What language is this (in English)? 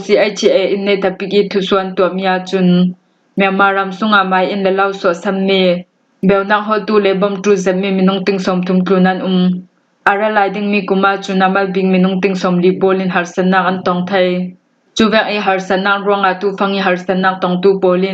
Hakha Chin